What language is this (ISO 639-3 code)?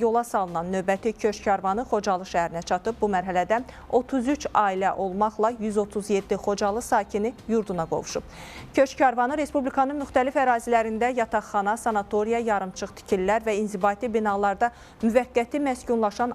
aze